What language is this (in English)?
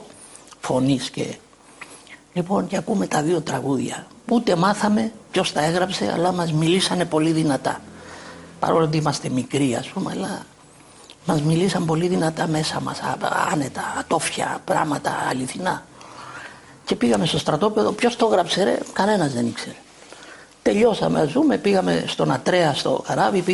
Greek